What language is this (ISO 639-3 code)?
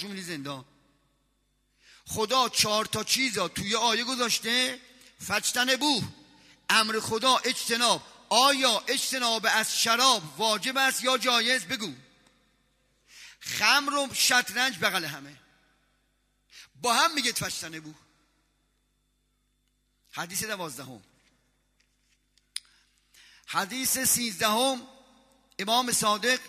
fas